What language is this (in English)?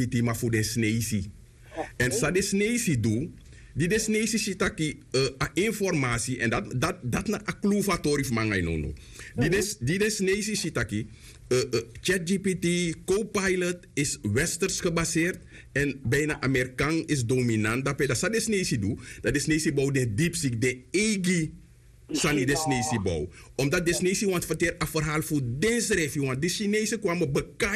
Sranan Tongo